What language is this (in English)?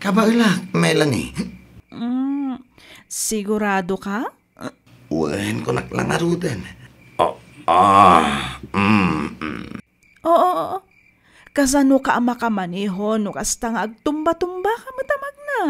Iloko